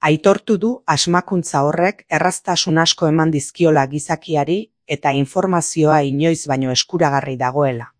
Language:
Basque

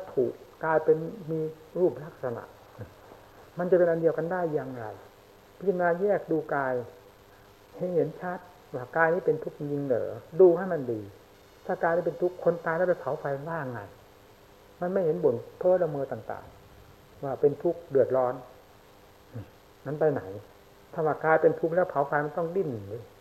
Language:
Thai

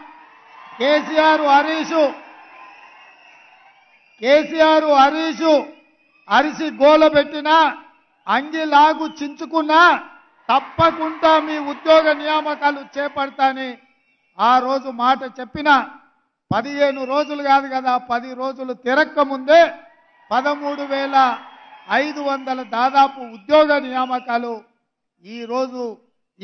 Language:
Telugu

